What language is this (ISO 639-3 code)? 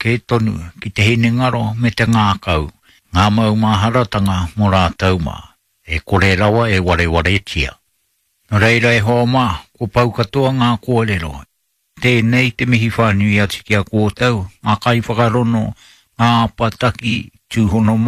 mri